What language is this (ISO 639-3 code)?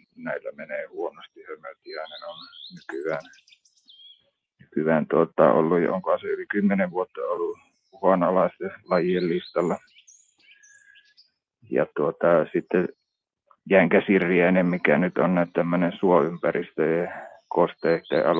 fin